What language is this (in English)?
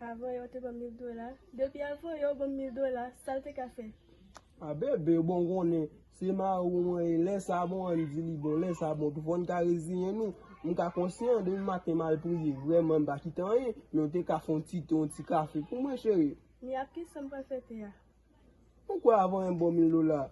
Haitian Creole